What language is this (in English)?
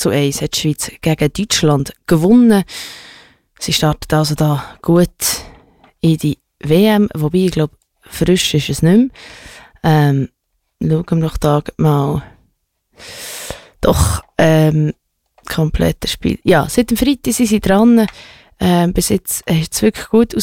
German